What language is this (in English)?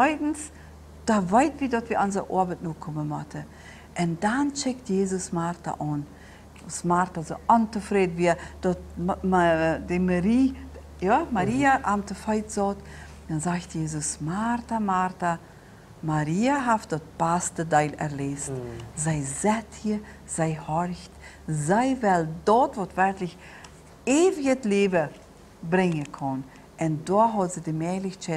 Plautdietsch